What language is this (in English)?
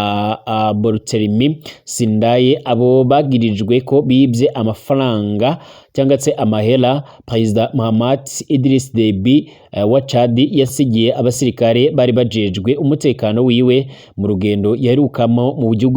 Rundi